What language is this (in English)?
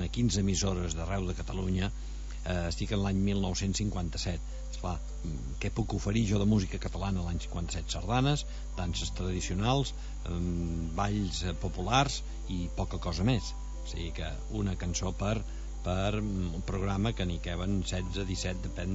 Catalan